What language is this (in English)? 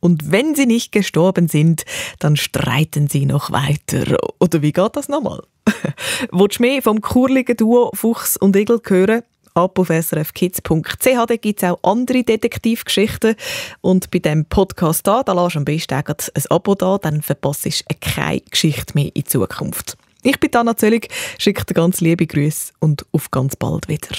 Swiss German